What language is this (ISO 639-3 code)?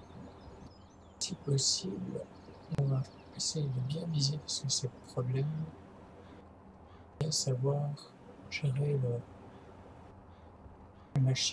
fra